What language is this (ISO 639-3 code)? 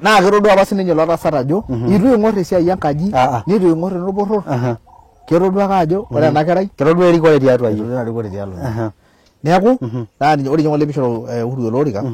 mas